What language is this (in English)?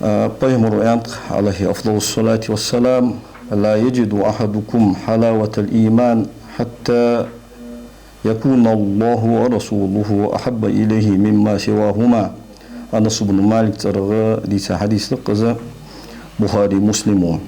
Ingush